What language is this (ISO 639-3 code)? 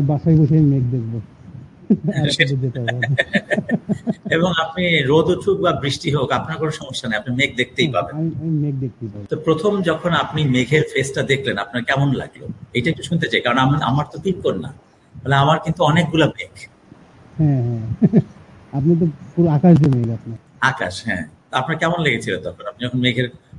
ben